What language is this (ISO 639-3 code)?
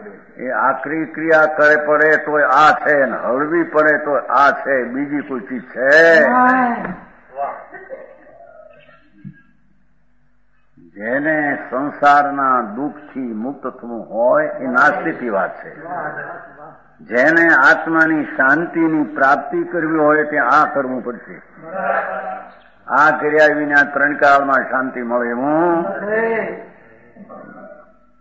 guj